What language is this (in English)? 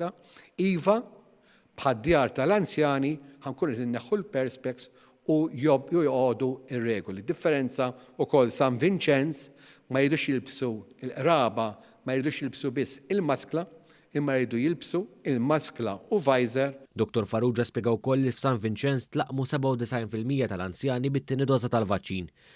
Maltese